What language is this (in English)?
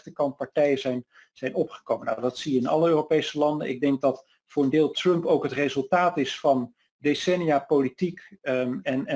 Dutch